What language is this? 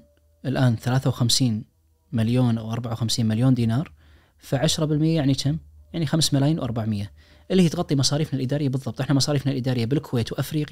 Najdi Arabic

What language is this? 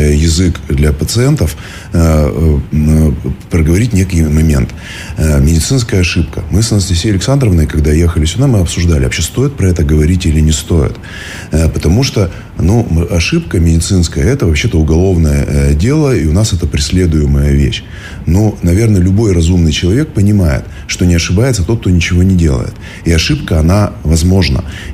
Russian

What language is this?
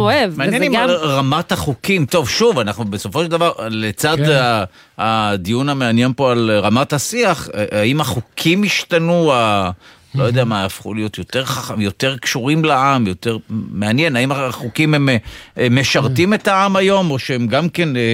Hebrew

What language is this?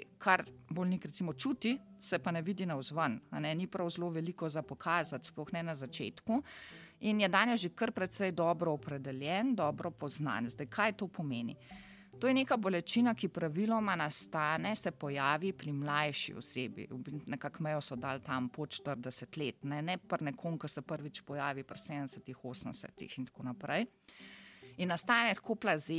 Slovenian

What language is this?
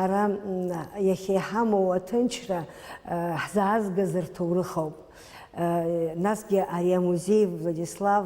Abkhazian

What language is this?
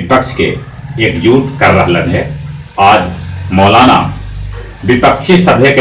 Magahi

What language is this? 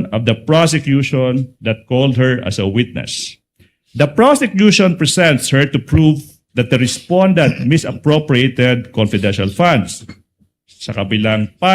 Waray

